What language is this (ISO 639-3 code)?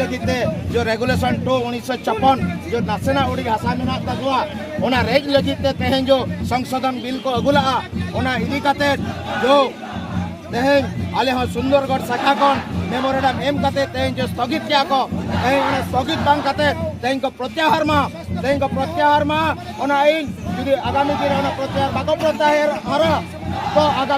sat